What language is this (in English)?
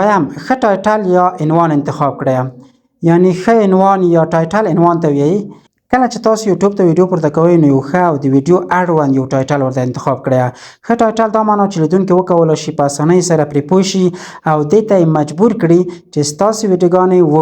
Pashto